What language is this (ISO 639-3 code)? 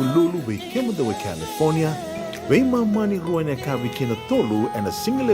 fij